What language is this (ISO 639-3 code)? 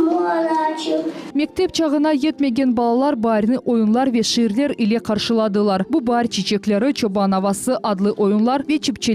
crh